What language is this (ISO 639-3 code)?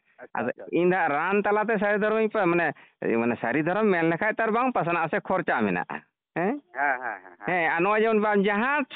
sat